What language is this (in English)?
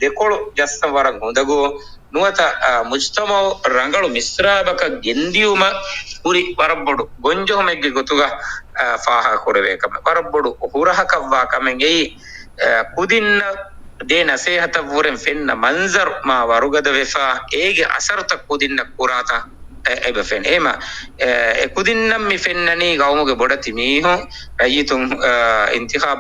Divehi